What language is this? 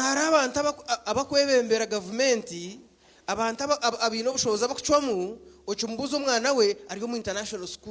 Nyankole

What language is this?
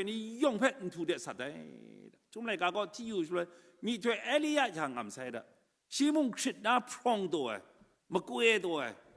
Kachin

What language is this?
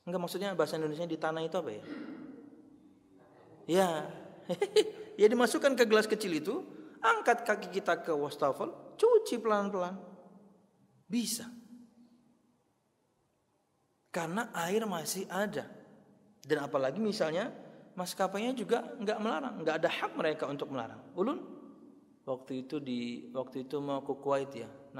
Indonesian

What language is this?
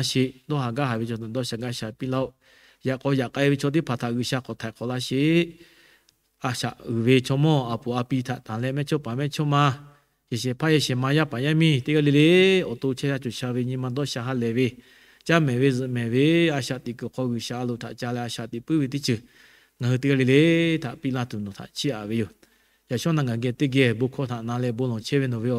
Lahu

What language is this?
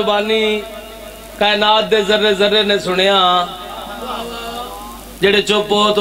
Saraiki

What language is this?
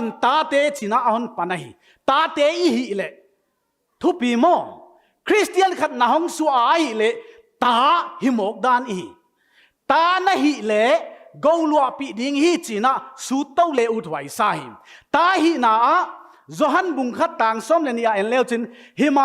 Paite Chin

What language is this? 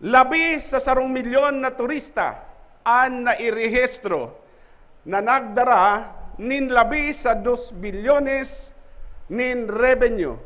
Bikol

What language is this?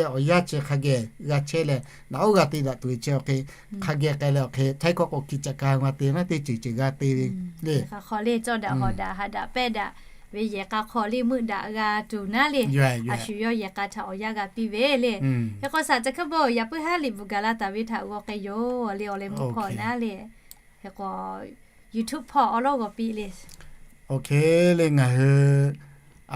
Lahu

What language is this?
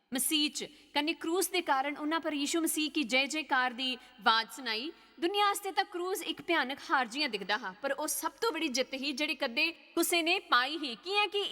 Dogri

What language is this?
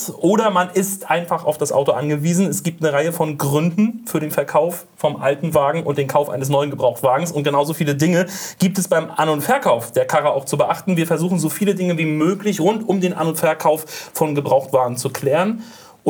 German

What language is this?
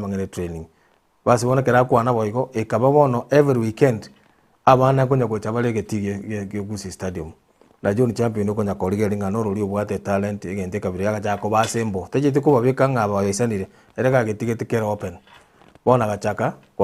Gusii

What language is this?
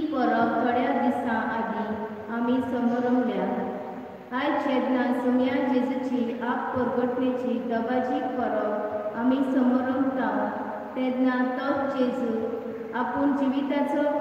Konkani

